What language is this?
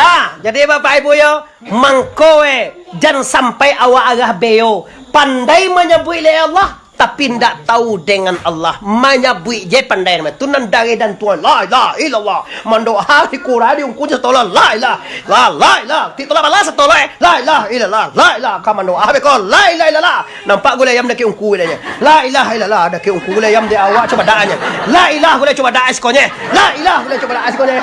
Minangkabau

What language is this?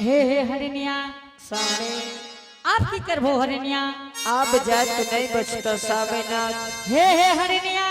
Angika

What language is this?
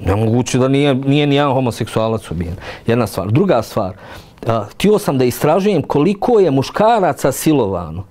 Bosnian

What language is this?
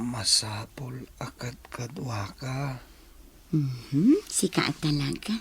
Iloko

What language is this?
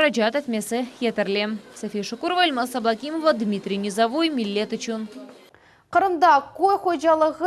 Crimean Tatar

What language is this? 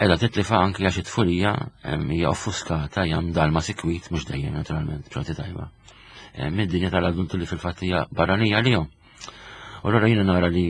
Maltese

